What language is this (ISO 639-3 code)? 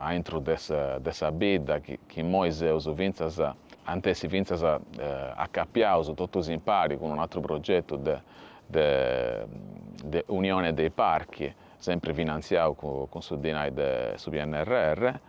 srd